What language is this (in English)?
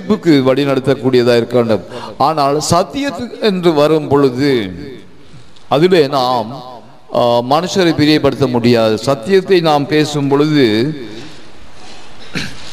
Tamil